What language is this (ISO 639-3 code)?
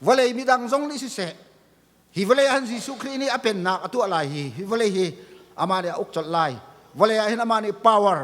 cnh